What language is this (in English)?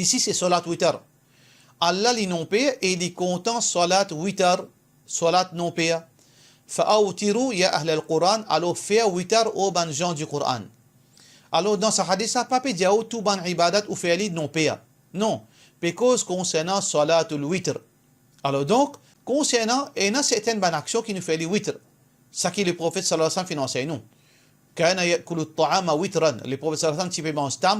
Morisyen